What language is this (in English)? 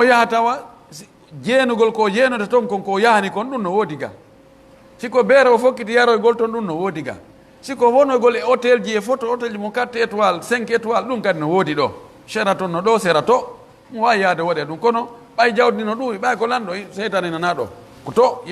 Pular